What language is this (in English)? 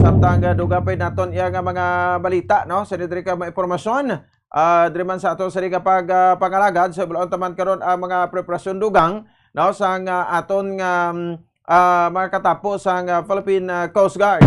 Hiligaynon